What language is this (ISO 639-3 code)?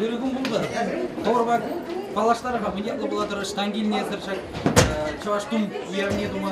chv